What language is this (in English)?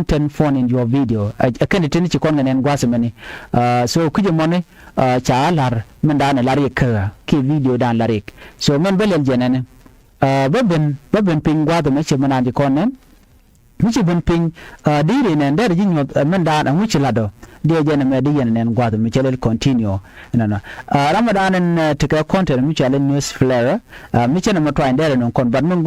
Nuer